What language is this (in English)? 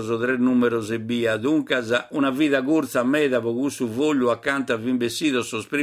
Sardinian